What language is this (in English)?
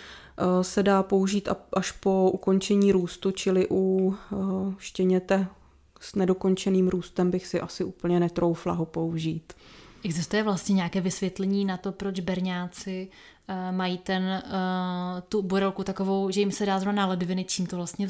Czech